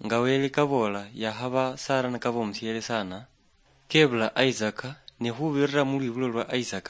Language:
Luyia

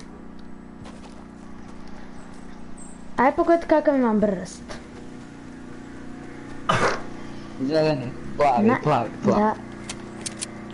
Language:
Croatian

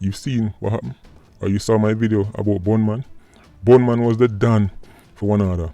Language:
Jamaican Creole English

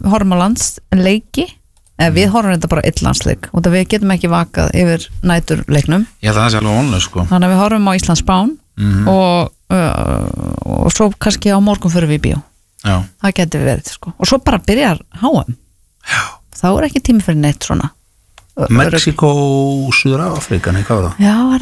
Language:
Icelandic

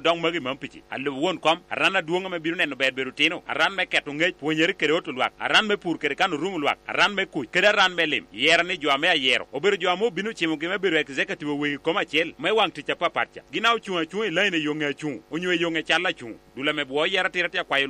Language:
Lango (Uganda)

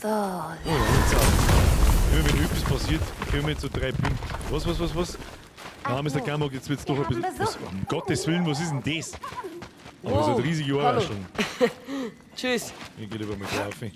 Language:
Bavarian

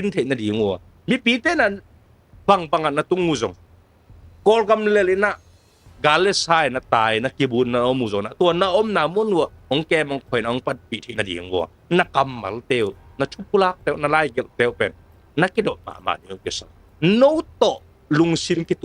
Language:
Tedim Chin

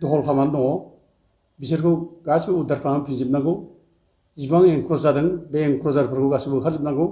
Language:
Bodo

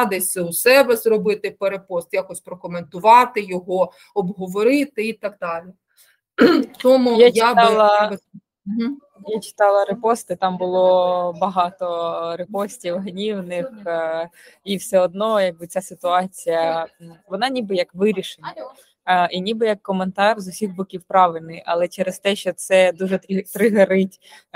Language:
Ukrainian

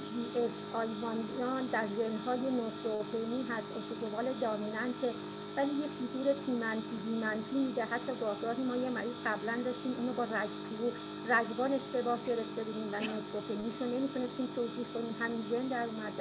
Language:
Persian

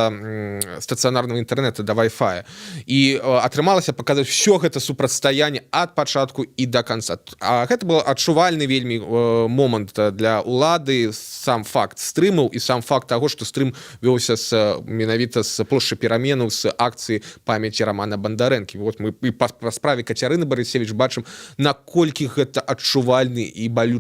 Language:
Belarusian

